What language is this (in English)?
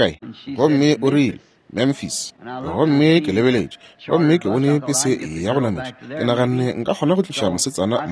Northern Sotho